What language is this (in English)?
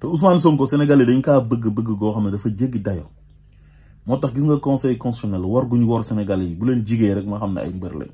Wolof